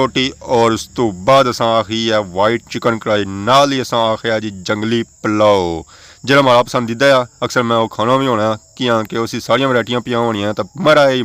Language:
Pahari-Potwari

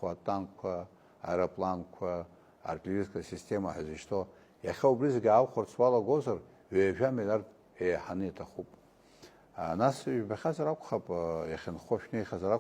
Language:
Abkhazian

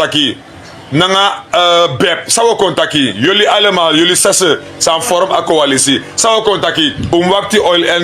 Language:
Sranan Tongo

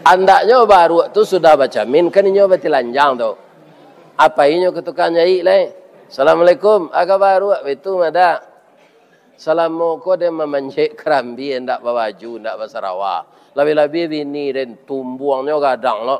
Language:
Minangkabau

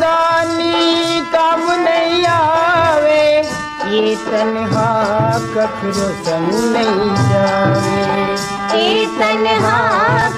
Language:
Chhattisgarhi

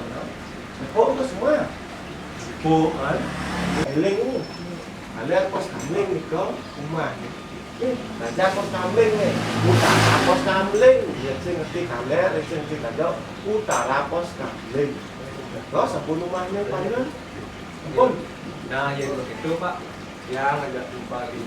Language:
Balinese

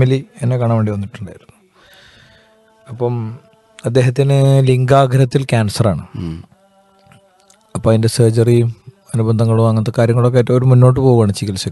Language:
Malayalam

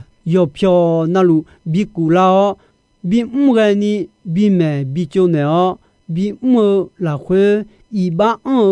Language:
Akha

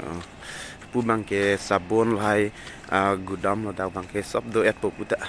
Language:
Karbi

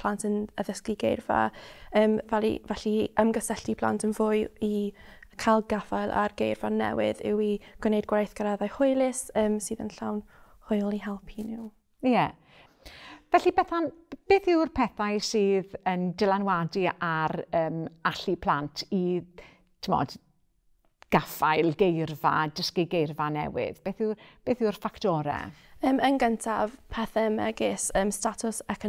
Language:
Welsh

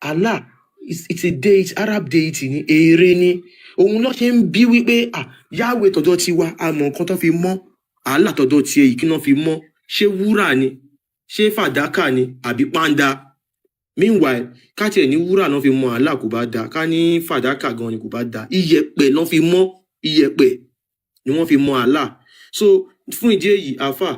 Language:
Yoruba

